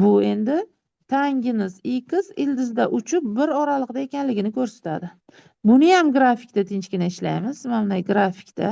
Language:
Uzbek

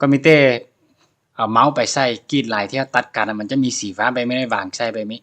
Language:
Lao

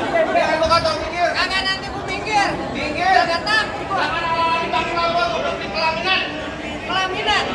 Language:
Betawi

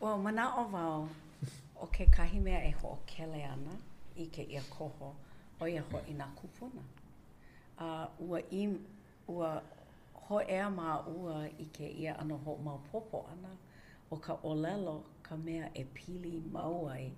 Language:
Hawaiian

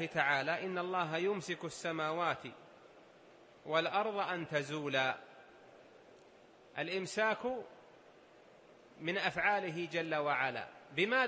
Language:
Arabic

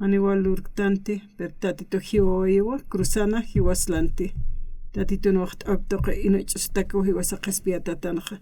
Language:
Aymara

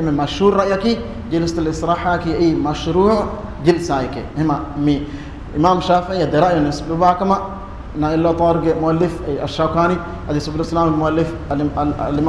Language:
Divehi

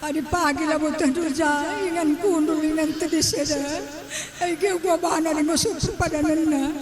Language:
Batak Karo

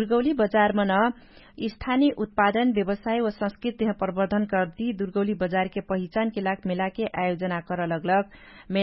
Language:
Dangaura Tharu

